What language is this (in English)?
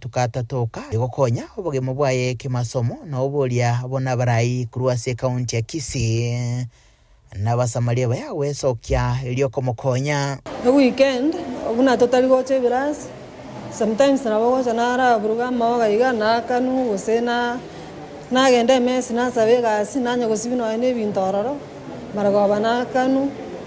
Gusii